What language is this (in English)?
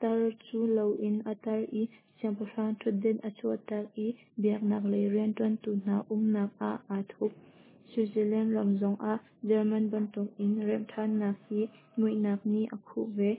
Hakha Chin